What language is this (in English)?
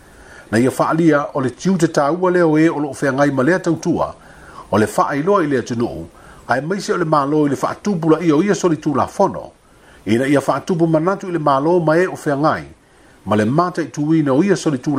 Samoan